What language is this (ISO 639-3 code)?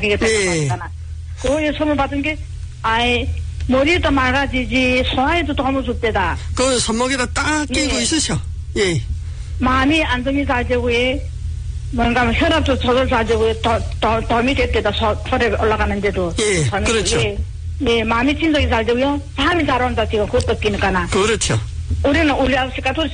kor